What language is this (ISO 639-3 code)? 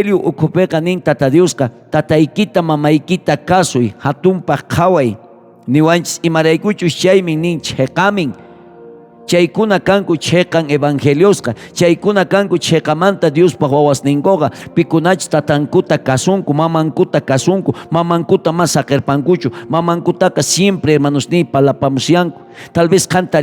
quh